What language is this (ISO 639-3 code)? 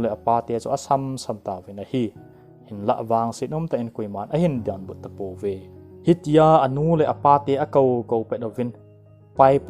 tcz